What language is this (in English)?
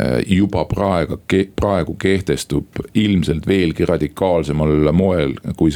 Estonian